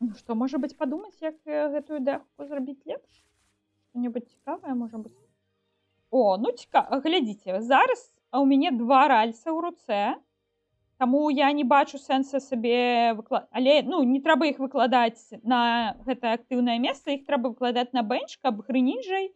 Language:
Belarusian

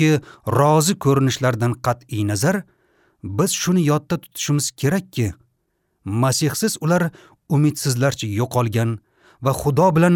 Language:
Uzbek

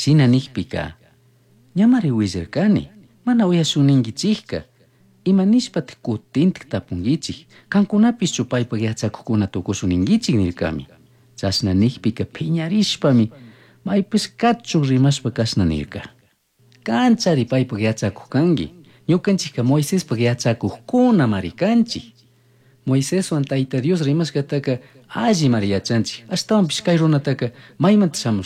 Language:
Chimborazo Highland Quichua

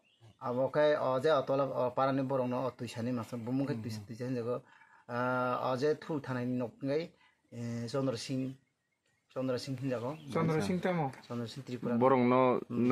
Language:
Kok Borok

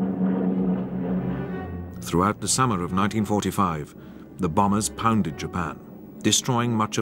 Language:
English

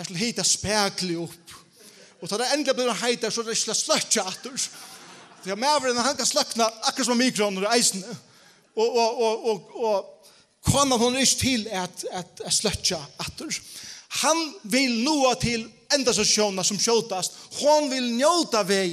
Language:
Faroese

